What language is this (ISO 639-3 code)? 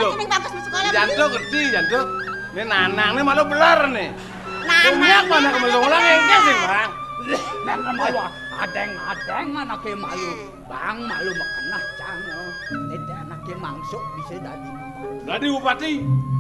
ban